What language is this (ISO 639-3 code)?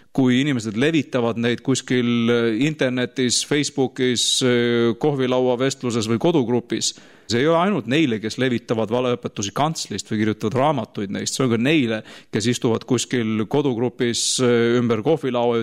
est